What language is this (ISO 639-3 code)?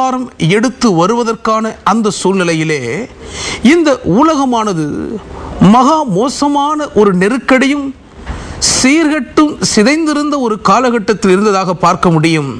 tam